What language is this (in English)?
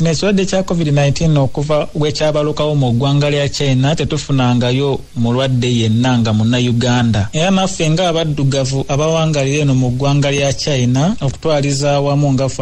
Ganda